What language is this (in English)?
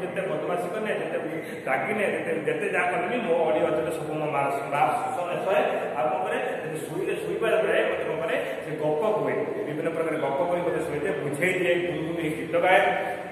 Odia